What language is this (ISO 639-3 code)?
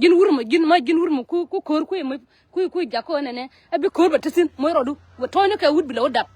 nus